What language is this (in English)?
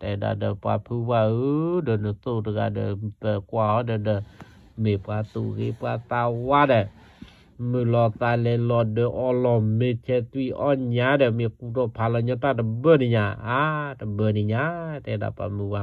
S'gaw Karen